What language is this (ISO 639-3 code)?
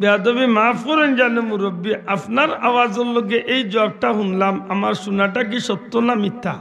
syl